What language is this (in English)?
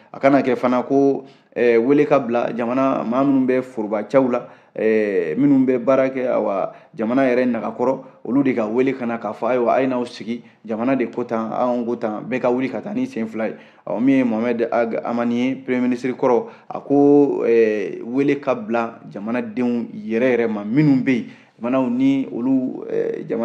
Bambara